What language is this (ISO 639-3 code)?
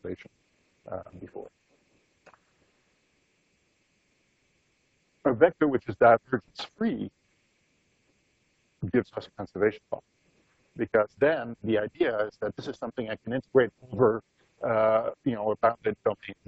eng